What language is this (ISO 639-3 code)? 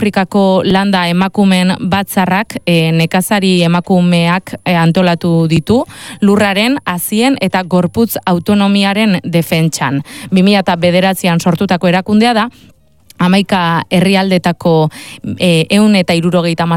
eus